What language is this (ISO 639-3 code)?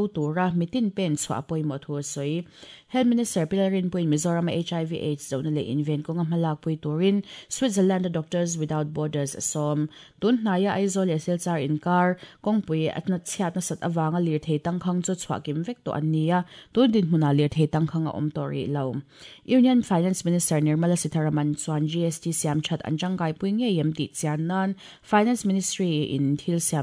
lus